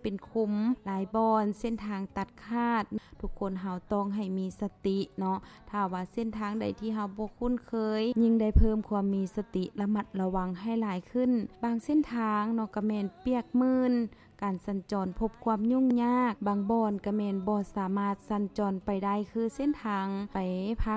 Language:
Lao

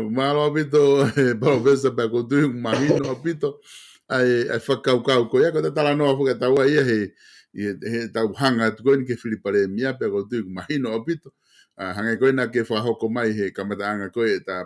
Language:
Tongan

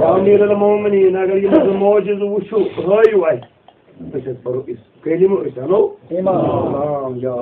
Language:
Kashmiri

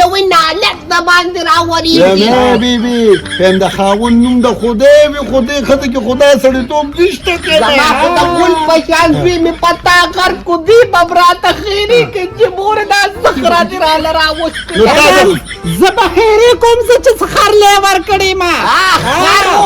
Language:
Pashto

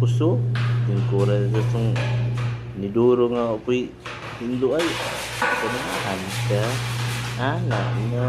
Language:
Cebuano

